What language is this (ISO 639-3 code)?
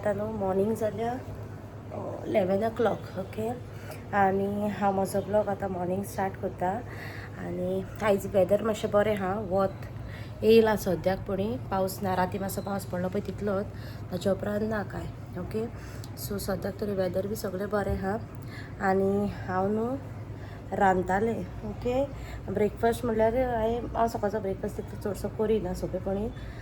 kok